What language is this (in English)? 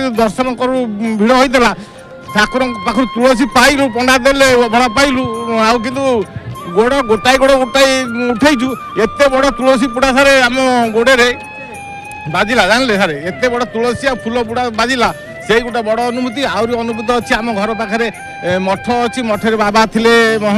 Odia